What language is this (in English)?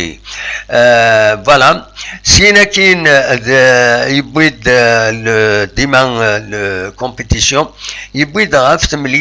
Kabyle